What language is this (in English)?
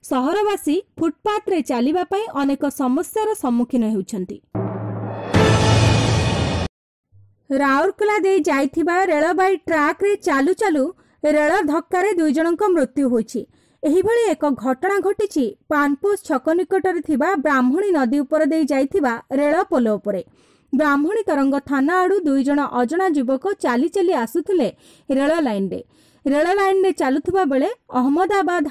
Odia